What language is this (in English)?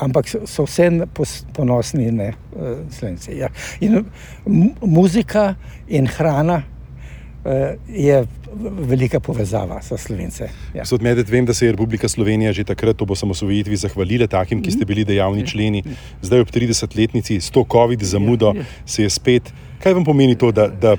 Slovenian